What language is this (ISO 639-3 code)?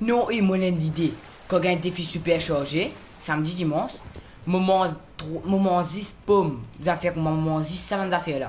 mfe